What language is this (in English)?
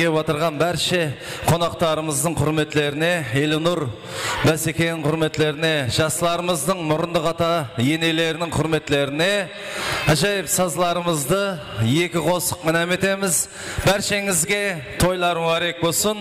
Kara-Kalpak